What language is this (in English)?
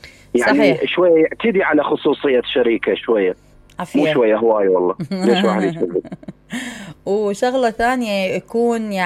Mesopotamian Arabic